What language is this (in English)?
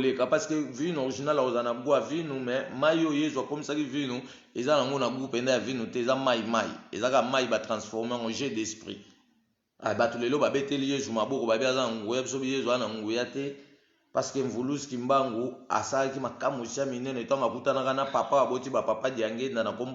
Lingala